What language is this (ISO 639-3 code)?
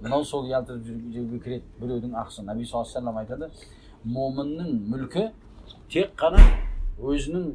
kaz